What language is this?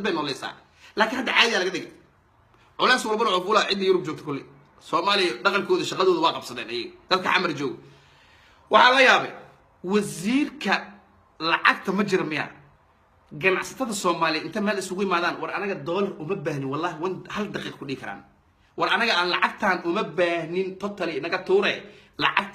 Somali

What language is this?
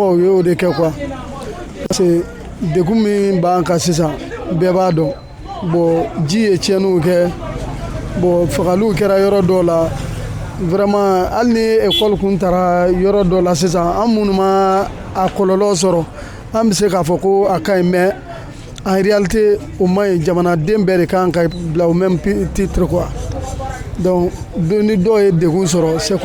Bambara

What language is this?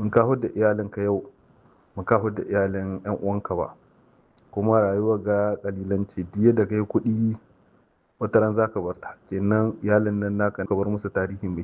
Hausa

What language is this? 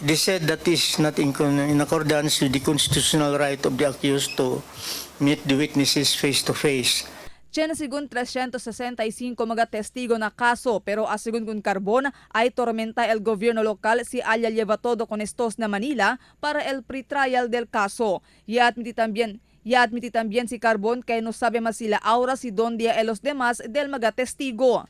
Chavacano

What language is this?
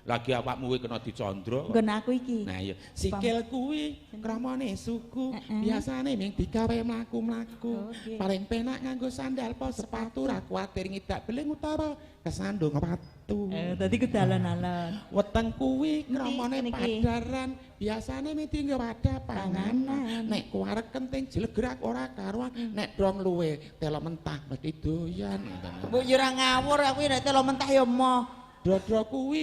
Javanese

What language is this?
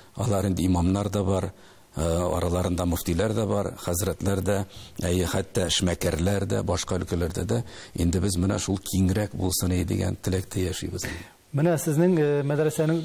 Tatar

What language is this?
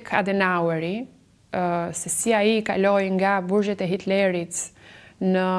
Albanian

